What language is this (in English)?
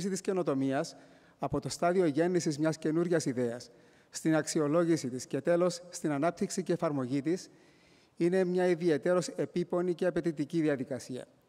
Greek